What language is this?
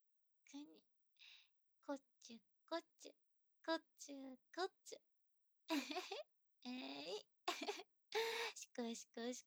Japanese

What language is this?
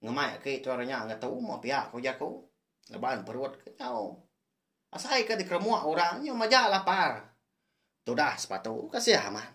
Iban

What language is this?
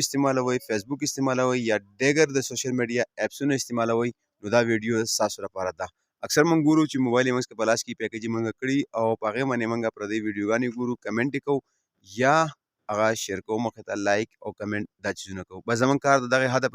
Pashto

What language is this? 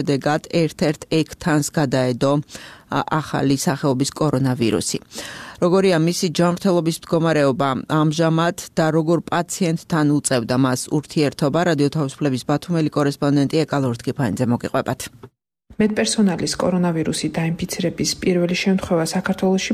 Georgian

